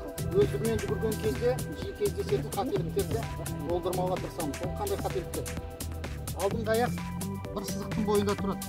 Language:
Kazakh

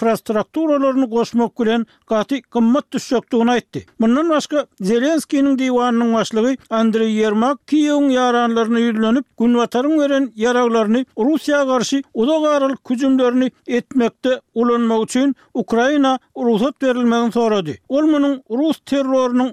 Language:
Turkmen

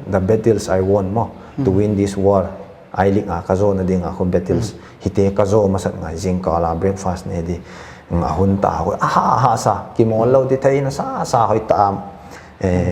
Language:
Paite Chin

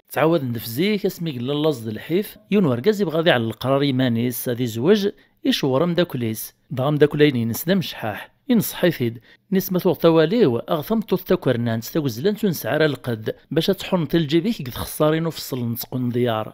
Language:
Kabyle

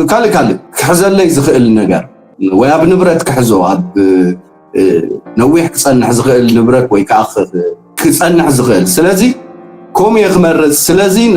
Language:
Tigrinya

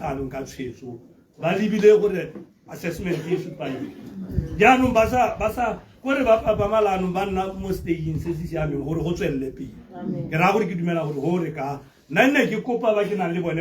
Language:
Tswana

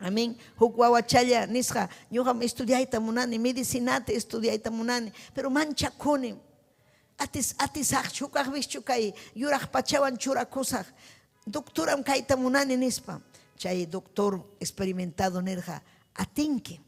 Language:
Ayacucho Quechua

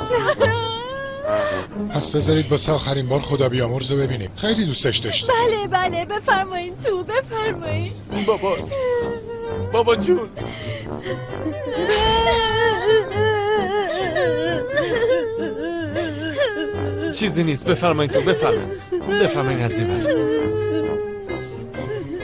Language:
Persian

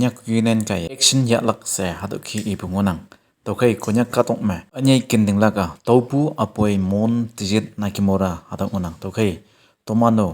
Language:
Konyak Naga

